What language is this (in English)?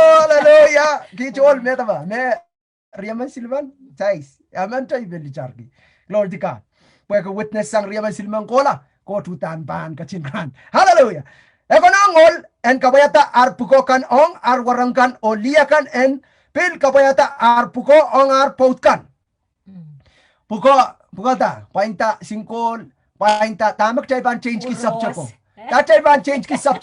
Pohnpeian